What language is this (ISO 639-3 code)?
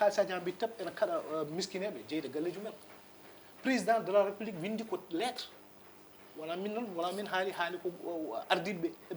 ful